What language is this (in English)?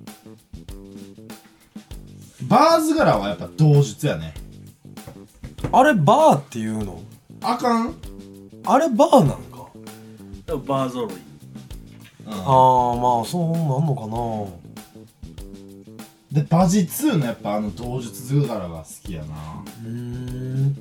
Japanese